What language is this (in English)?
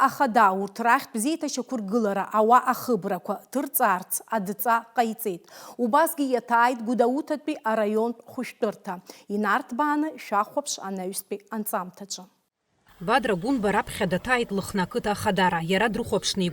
Abkhazian